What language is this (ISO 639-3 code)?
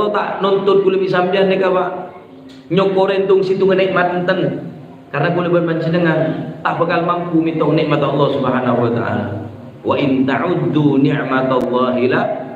mad